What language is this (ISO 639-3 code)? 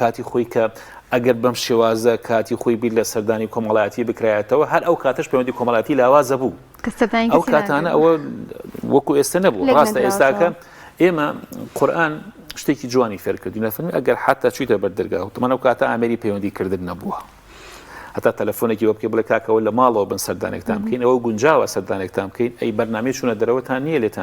ckb